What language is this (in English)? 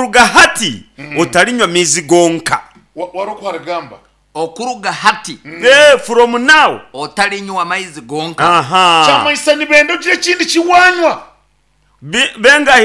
Nyankole